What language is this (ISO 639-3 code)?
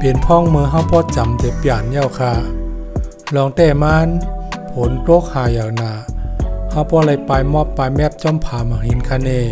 shn